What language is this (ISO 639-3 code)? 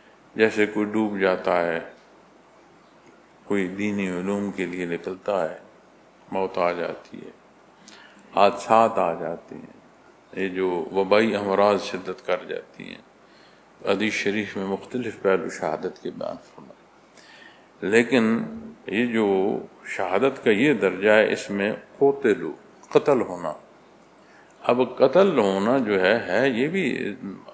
urd